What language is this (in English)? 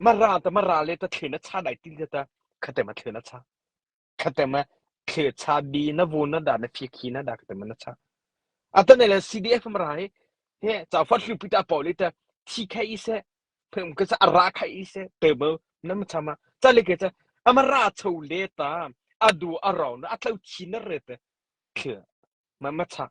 Mara Chin